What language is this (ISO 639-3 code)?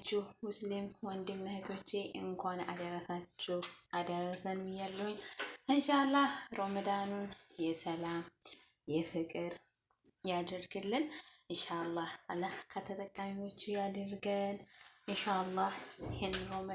amh